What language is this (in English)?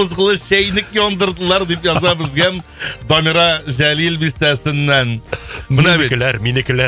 Tatar